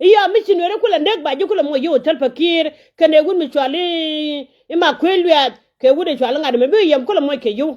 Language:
Nuer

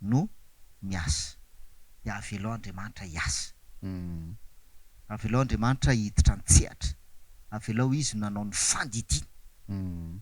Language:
Malagasy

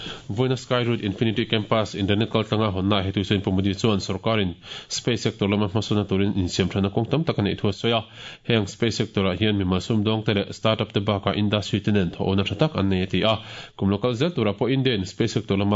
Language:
Mizo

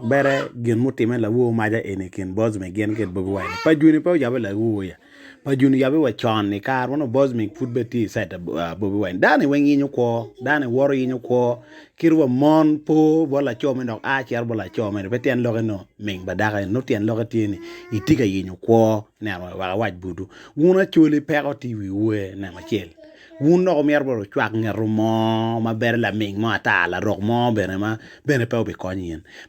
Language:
Acoli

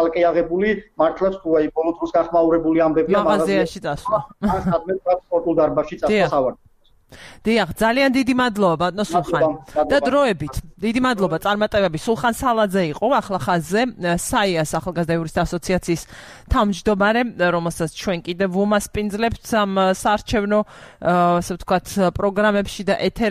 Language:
Georgian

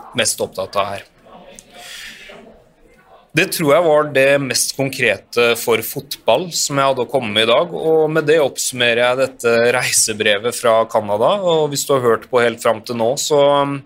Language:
Norwegian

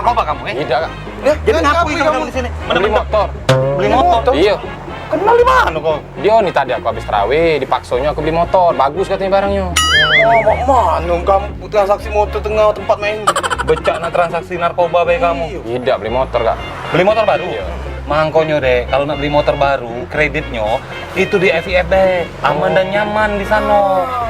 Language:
Musi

